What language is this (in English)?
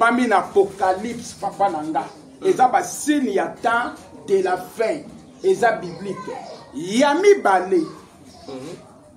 Lingala